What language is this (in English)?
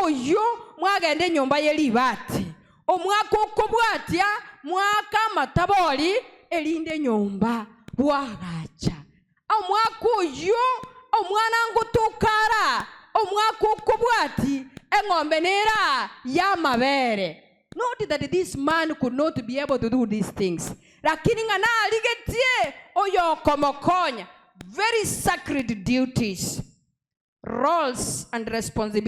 Gusii